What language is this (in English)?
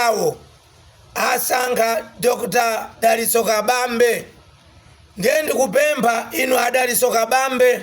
Nyanja